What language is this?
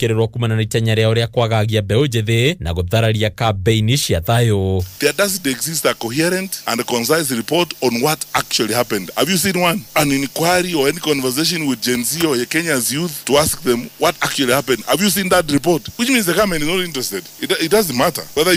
Kikuyu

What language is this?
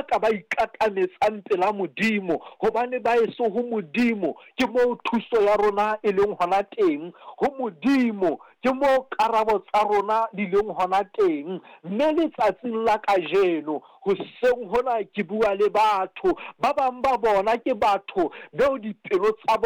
Southern Sotho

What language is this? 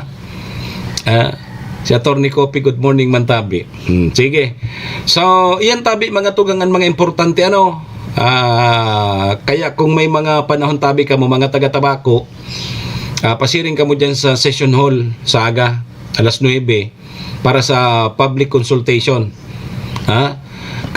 Bikol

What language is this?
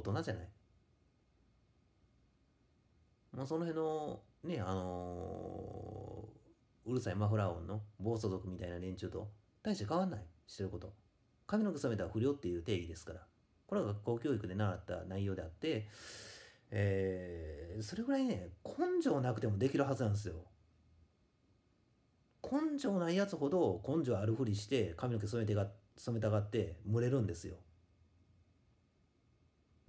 Japanese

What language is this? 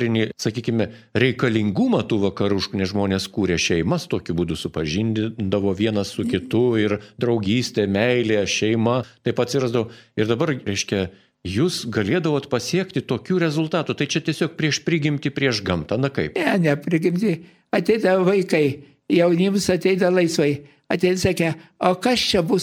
Lithuanian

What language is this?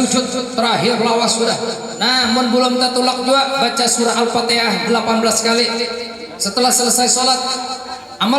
Banjar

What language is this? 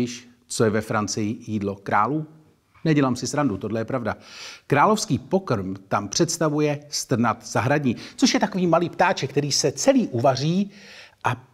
Czech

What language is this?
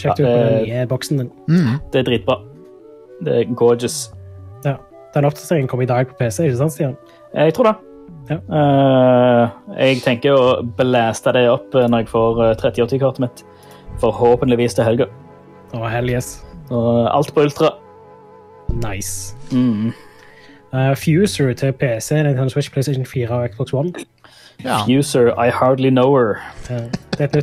Norwegian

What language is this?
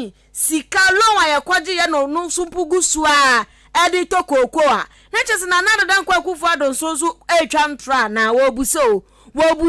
Akan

